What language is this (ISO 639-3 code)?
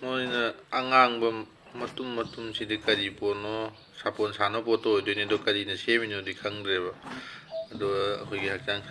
mni